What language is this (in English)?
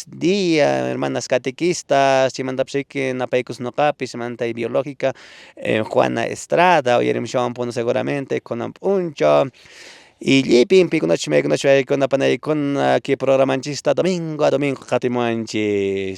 Quechua